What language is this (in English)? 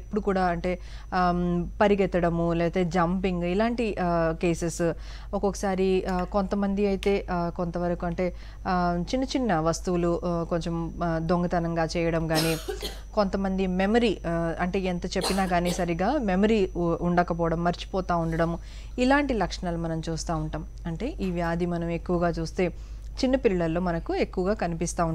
Telugu